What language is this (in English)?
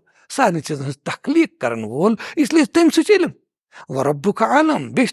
Kashmiri